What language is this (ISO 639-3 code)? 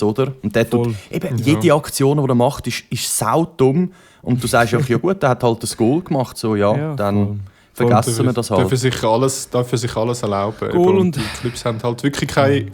gsw